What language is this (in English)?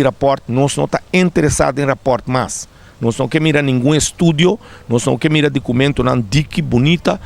Papiamento